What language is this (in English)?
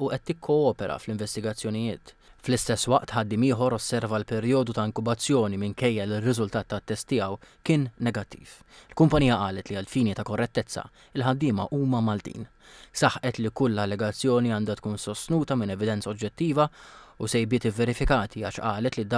Maltese